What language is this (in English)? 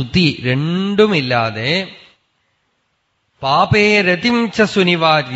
Malayalam